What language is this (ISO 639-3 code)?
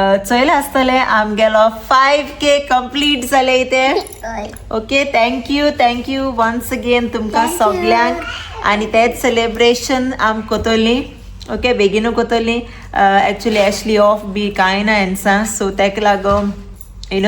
kok